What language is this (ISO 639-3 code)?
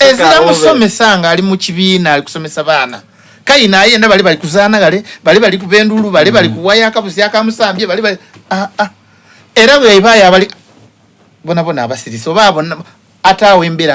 xog